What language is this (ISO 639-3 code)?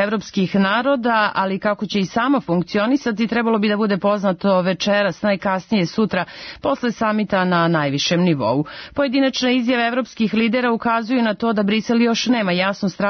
srp